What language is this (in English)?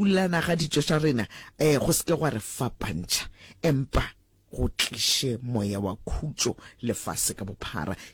Northern Sotho